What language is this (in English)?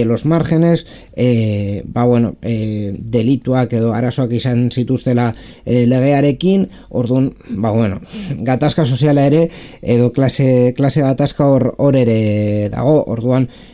Basque